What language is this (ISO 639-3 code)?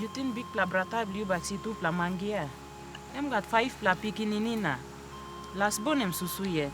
tpi